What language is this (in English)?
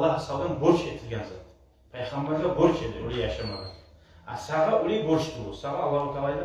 Kumyk